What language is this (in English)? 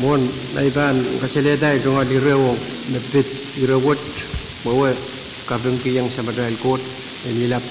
Pohnpeian